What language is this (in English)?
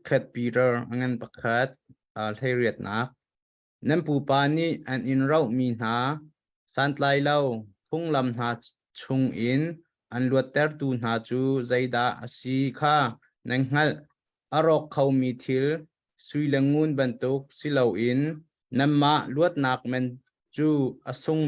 Hakha Chin